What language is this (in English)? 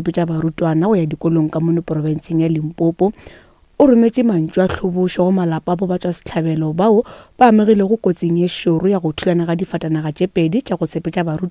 Northern Sotho